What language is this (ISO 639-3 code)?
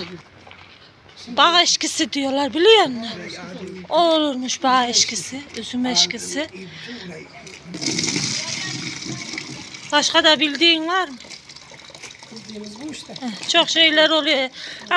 tur